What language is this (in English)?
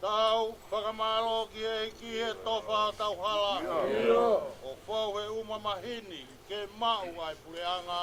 Tongan